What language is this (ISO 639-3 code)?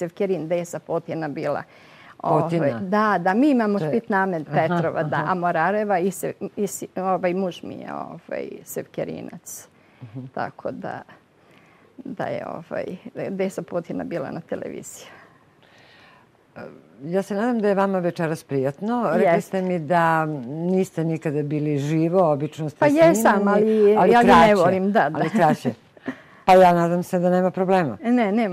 srp